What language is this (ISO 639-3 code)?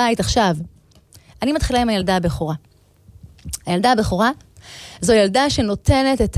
heb